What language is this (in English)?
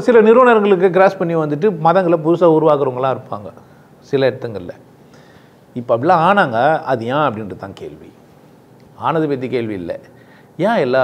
Tamil